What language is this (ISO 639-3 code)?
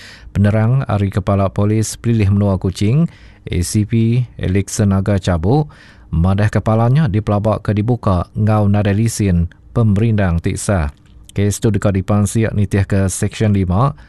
iba